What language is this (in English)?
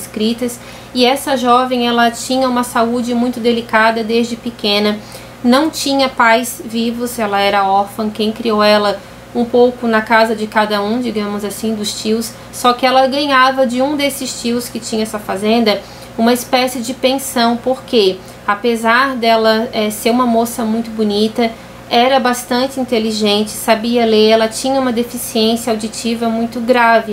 Portuguese